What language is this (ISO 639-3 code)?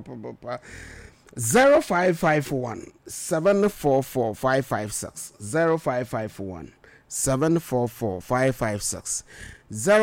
aka